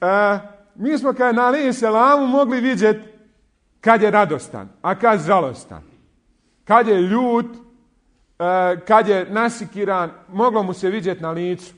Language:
Bosnian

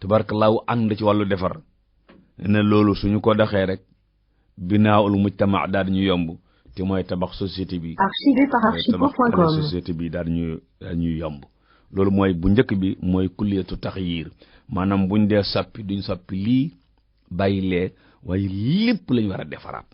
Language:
Wolof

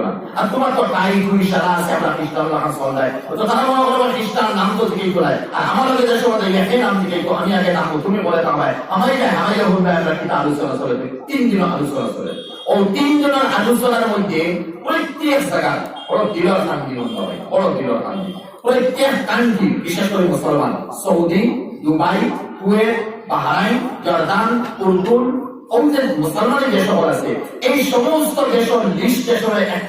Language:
Sylheti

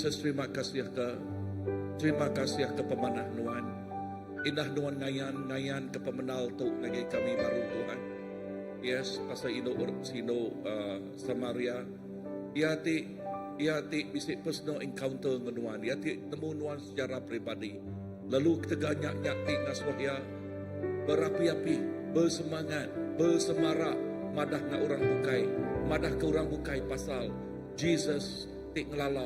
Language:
Iban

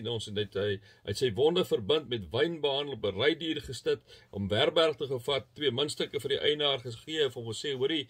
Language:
Afrikaans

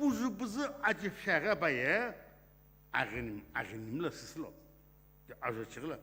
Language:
Sumi Naga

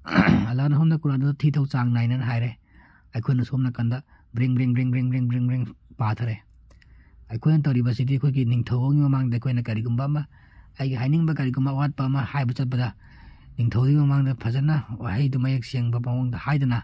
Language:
Manipuri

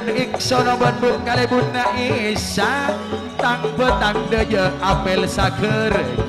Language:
Madurese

